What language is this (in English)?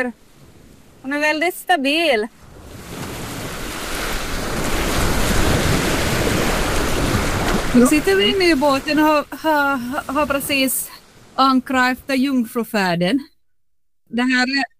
Swedish